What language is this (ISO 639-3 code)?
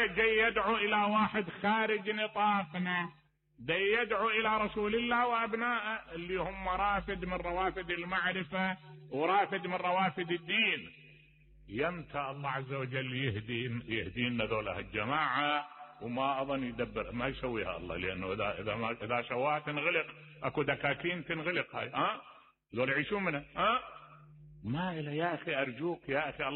acm